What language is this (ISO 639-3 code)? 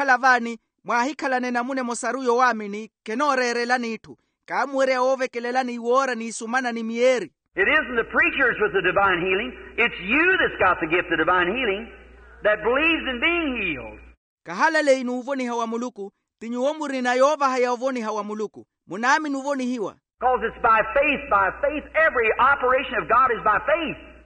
vmw